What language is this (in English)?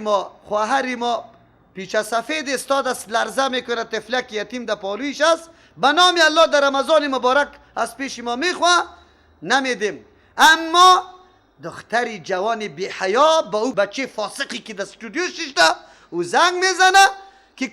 Persian